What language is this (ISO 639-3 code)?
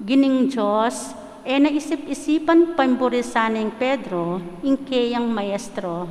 pam